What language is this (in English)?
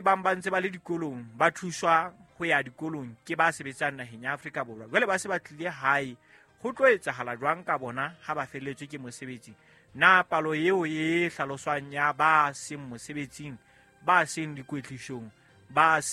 Southern Sotho